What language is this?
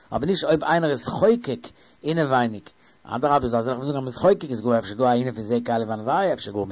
Yiddish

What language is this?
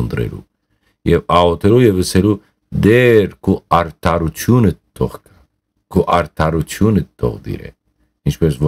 Western Armenian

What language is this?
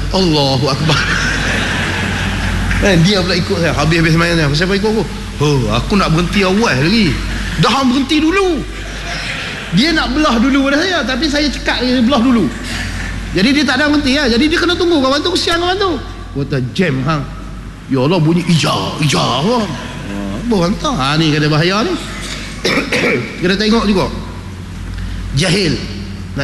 Malay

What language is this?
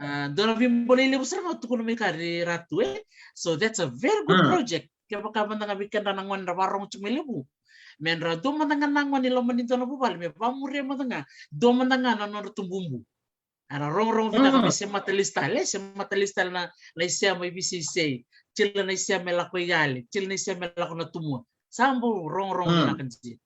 Fijian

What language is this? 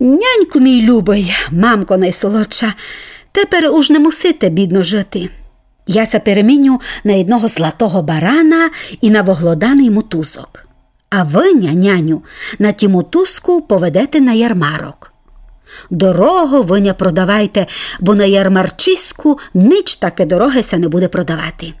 Rusyn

